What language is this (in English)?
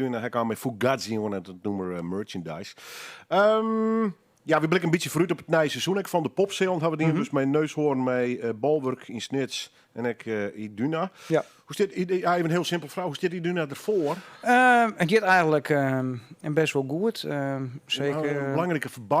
Western Frisian